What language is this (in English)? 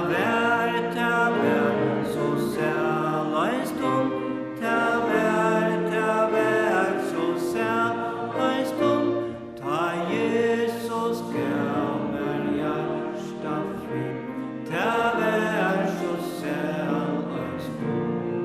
Faroese